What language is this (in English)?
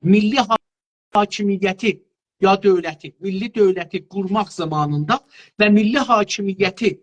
South Azerbaijani